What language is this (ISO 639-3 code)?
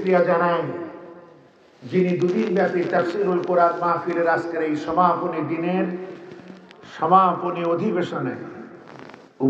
ben